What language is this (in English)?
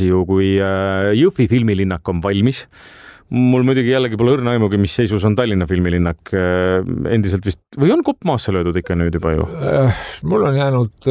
Estonian